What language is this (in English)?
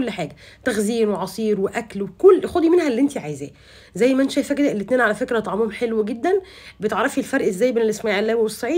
Egyptian Arabic